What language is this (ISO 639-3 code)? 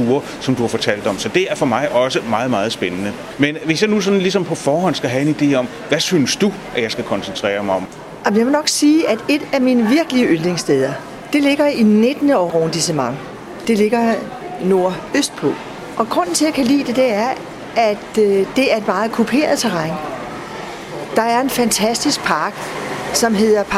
dan